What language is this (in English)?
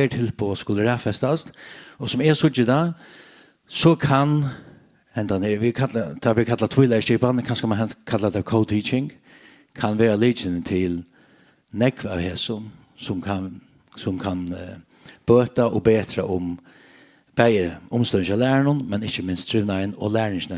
Faroese